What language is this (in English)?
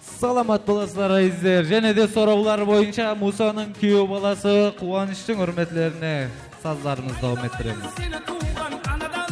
Kara-Kalpak